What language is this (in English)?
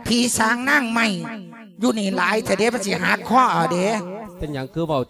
Lao